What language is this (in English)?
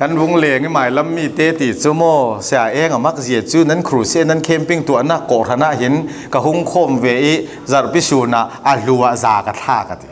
Falam Chin